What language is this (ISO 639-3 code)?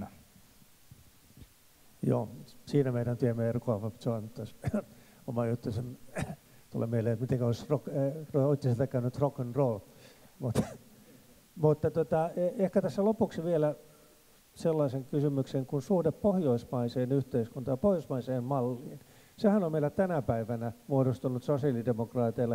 fin